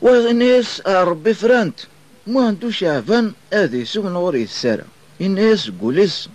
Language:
Kabyle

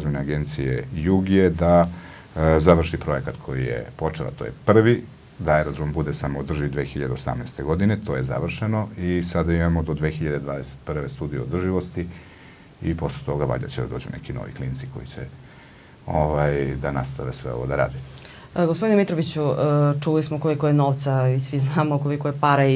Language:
Serbian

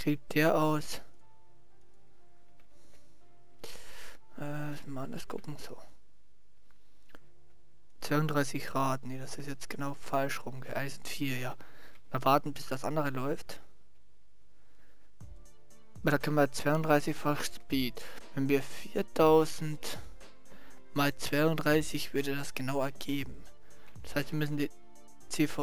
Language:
German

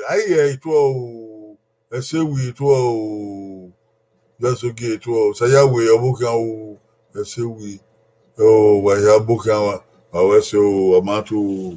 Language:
Bini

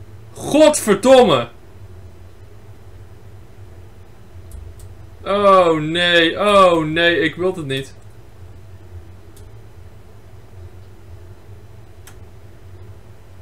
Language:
Dutch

